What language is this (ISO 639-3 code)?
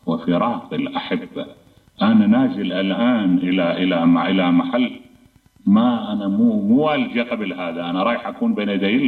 acm